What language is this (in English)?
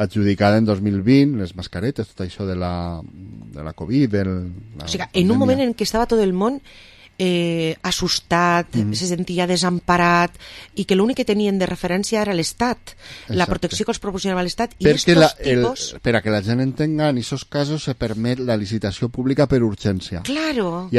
Catalan